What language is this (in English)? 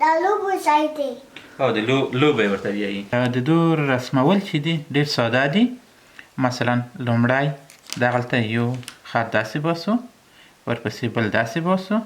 Pashto